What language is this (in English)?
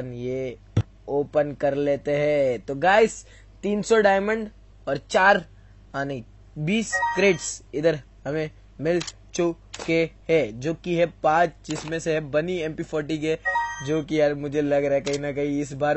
Hindi